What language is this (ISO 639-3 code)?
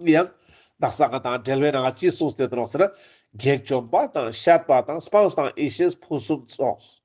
lbj